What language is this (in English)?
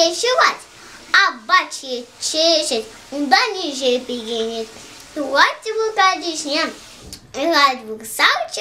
Chuvash